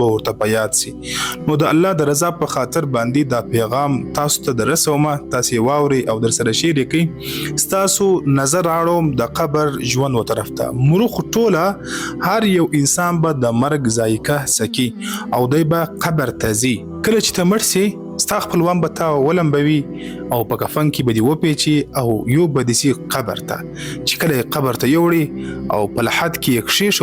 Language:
Pashto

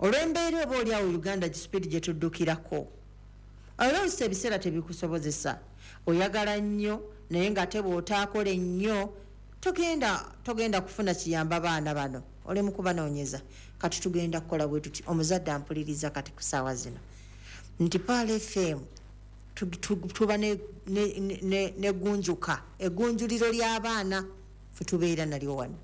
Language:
Ganda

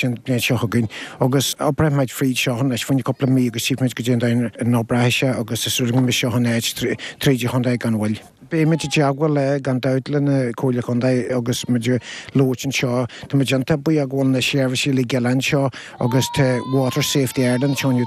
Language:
Irish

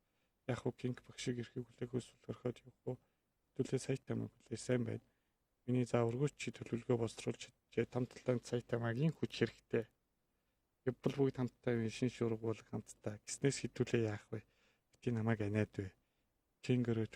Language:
Mongolian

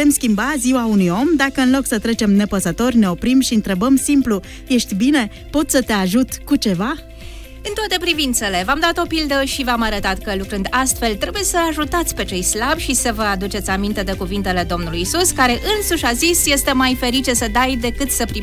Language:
Romanian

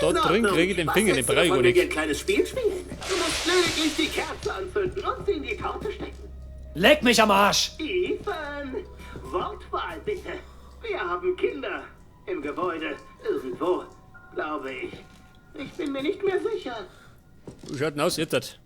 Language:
Bavarian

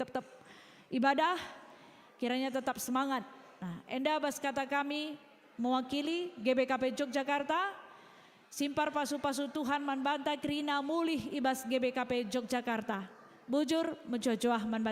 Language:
Batak Karo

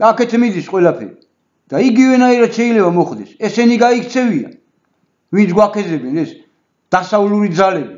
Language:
Georgian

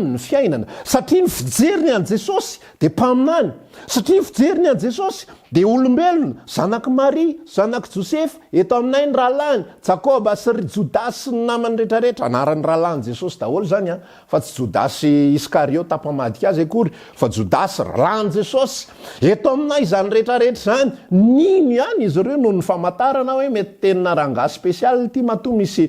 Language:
Malagasy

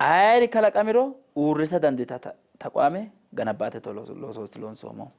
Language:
Sidamo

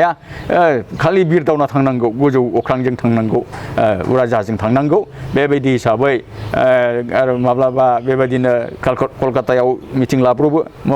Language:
Bodo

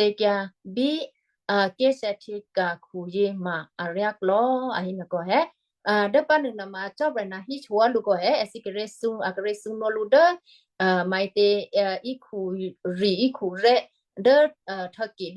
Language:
Western Kayah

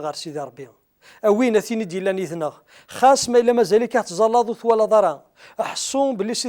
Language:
Kabyle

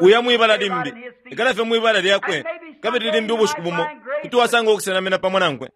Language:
Bemba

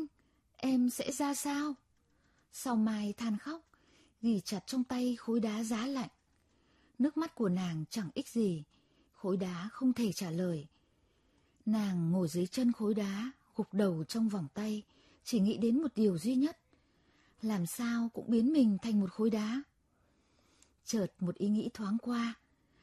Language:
Vietnamese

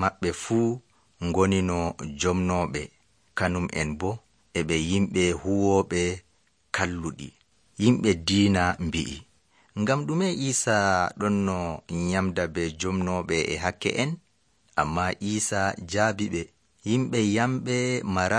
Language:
Nigerian Fulfulde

